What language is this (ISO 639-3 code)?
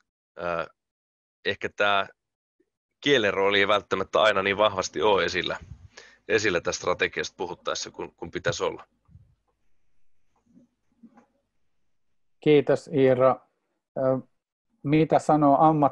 fin